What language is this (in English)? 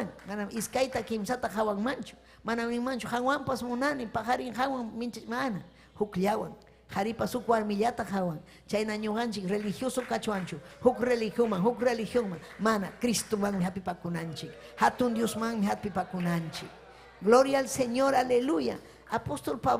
Ayacucho Quechua